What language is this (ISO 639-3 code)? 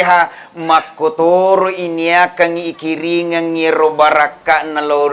bug